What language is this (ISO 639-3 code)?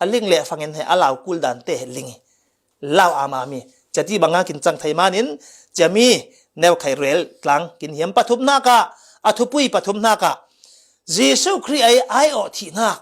cfm